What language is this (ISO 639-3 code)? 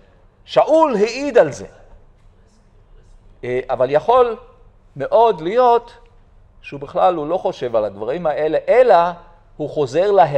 heb